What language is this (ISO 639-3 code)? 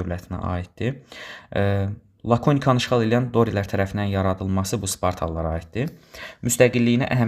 aze